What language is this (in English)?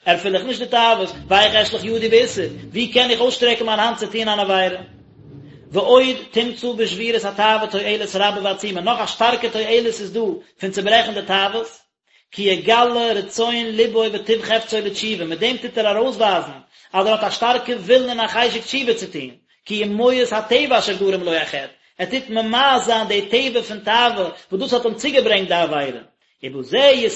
Yiddish